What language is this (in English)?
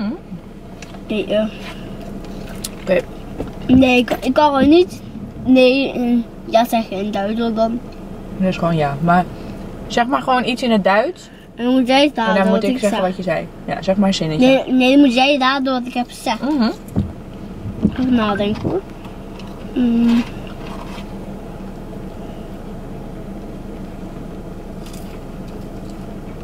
Dutch